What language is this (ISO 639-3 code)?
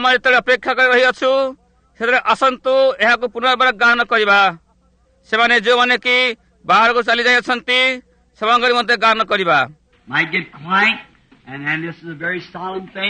ori